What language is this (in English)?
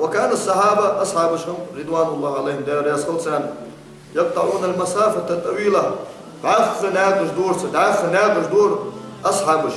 Ingush